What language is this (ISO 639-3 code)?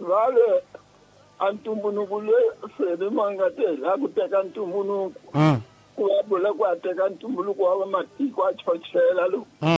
tso